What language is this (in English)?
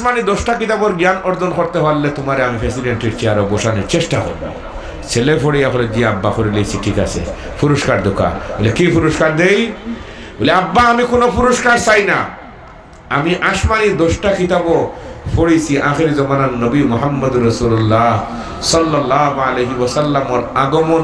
Sylheti